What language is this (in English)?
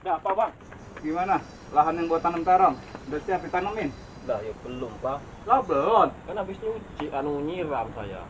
Betawi